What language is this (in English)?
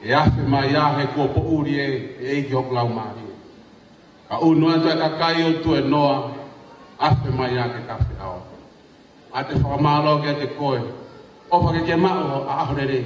Tongan